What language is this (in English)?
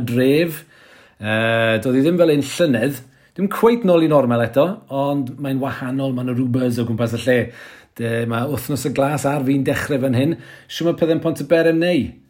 Welsh